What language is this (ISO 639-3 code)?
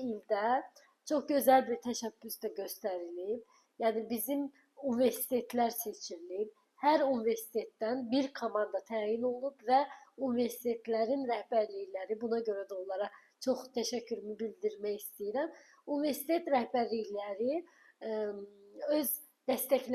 aze